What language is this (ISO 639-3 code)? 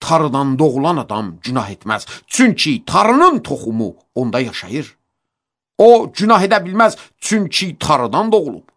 aze